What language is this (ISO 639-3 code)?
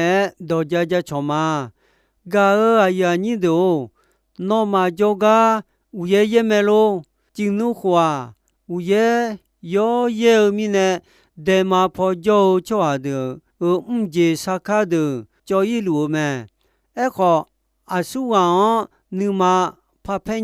ahk